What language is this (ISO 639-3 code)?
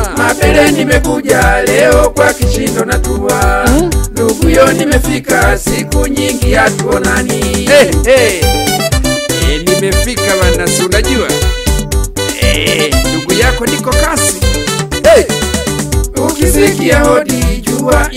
swa